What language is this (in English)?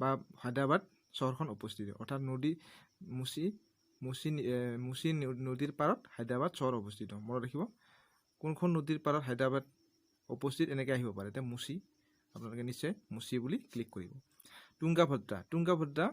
Assamese